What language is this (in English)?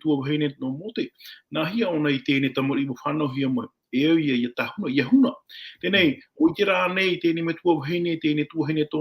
Tahitian